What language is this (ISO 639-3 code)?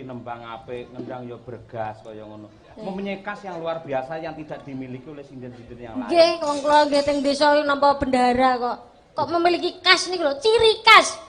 jav